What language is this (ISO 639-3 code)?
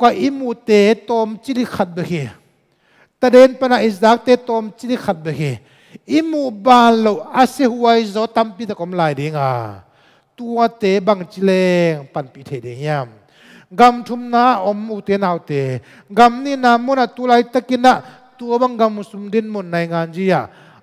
ctd